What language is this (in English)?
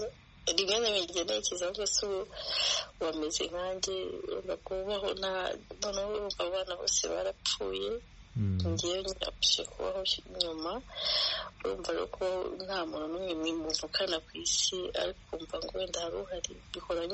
Kinyarwanda